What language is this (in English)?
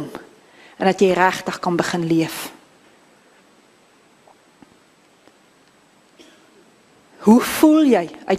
Afrikaans